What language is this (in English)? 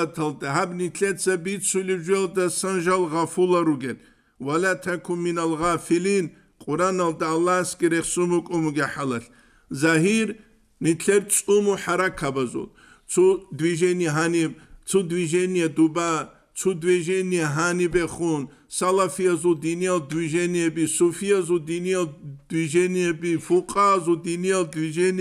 Avaric